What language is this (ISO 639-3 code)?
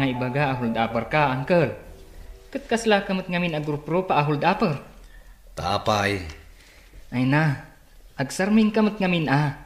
ilo